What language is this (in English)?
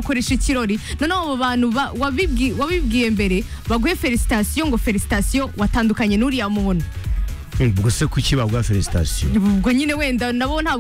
Kinyarwanda